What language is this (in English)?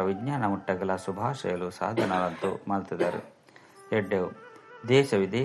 Tulu